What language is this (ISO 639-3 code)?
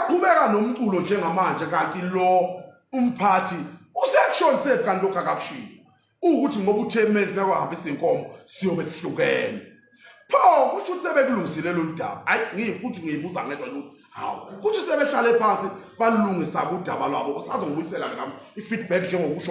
zul